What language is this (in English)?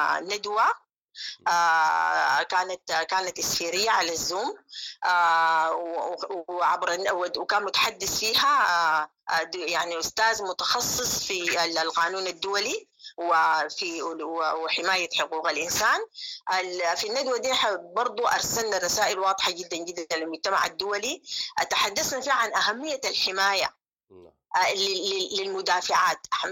Sudanese Arabic